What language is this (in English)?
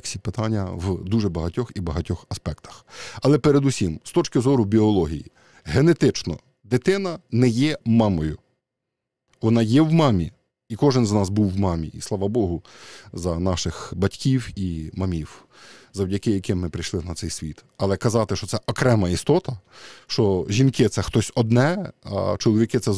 Ukrainian